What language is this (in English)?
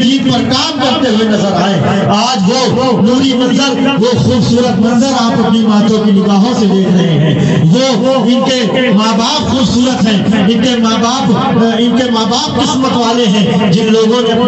Urdu